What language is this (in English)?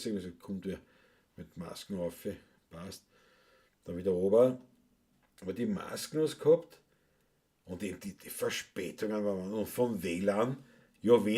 Bavarian